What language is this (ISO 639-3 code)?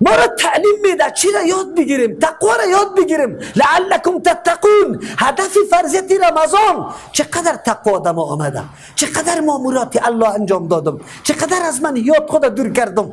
fas